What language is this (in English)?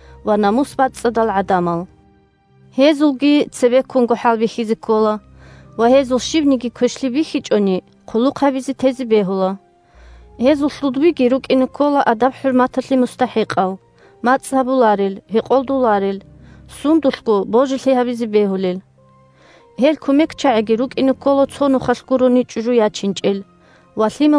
Avaric